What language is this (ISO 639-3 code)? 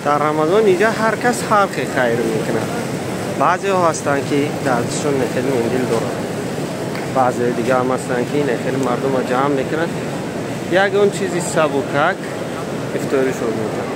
tgk